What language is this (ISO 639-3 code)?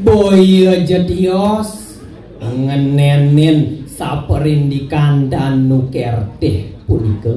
ban